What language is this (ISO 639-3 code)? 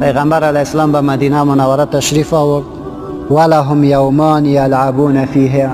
fas